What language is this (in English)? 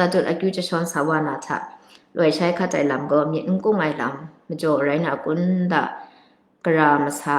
Kachin